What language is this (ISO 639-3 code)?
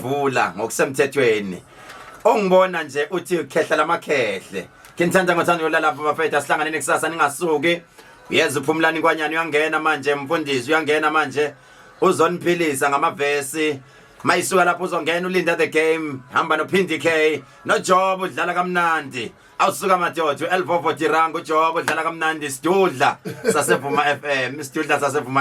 zul